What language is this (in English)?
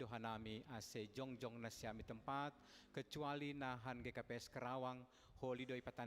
Batak Simalungun